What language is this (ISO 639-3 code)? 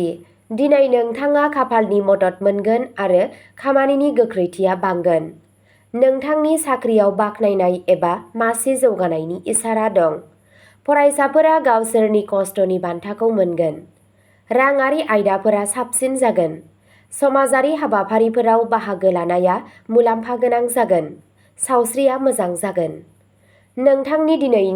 brx